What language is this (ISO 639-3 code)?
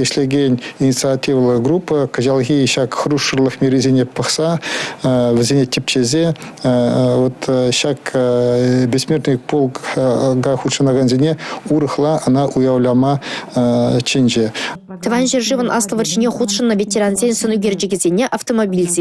chv